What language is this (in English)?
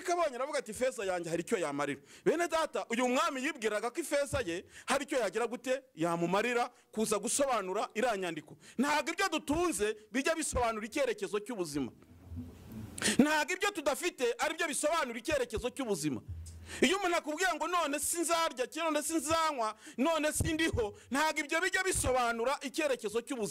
Kinyarwanda